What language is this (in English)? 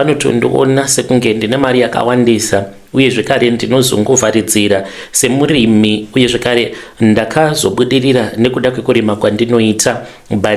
Shona